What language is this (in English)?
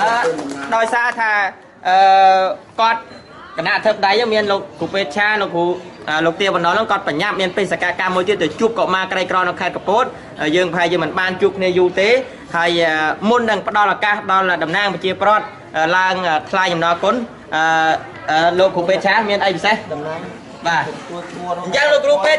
Khmer